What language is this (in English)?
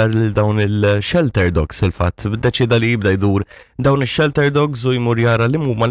Maltese